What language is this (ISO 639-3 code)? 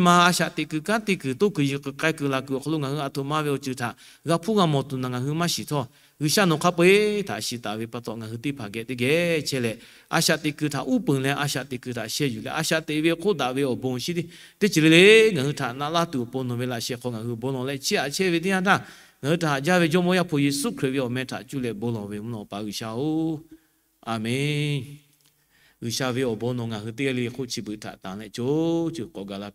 lhu